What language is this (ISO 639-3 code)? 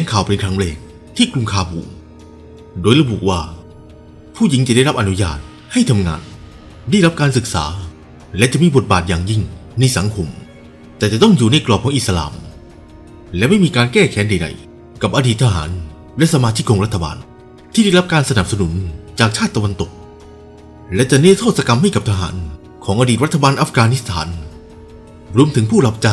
tha